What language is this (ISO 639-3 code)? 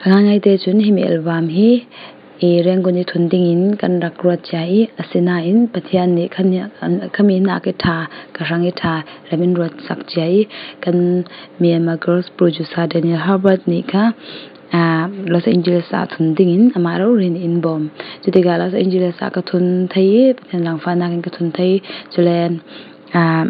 cfm